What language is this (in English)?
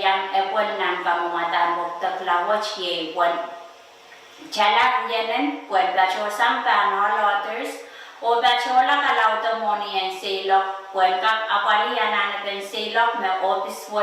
Pohnpeian